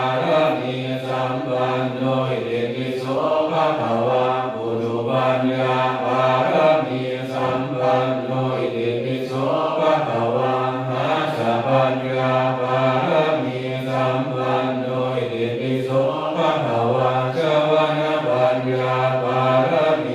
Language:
Pali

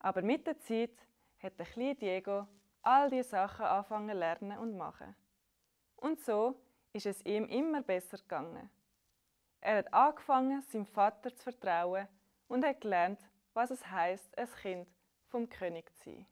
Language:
Swiss German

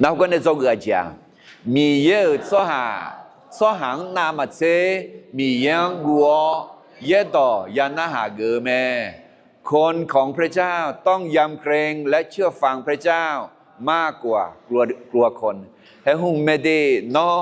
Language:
Akha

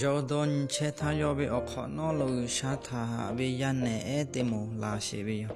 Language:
Lahu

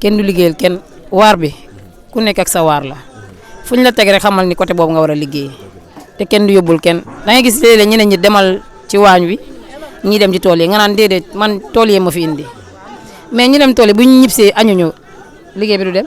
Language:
Wolof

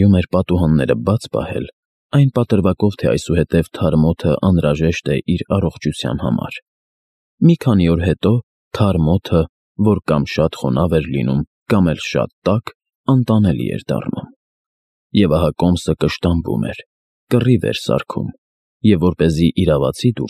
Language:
Armenian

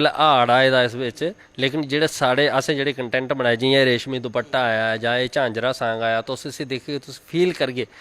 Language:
Dogri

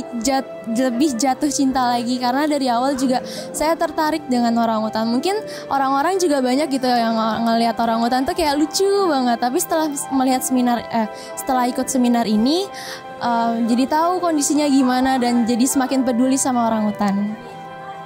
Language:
Indonesian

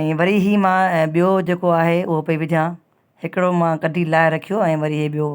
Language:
Sindhi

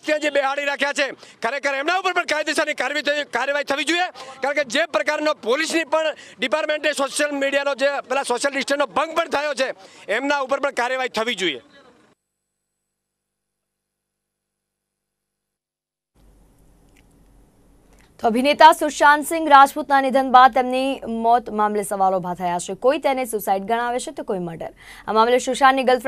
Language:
Gujarati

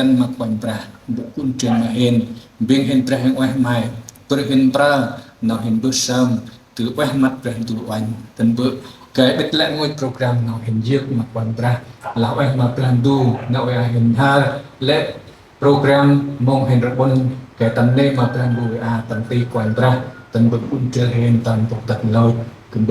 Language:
Central Mnong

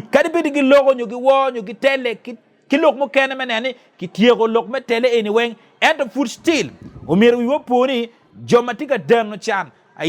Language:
Acoli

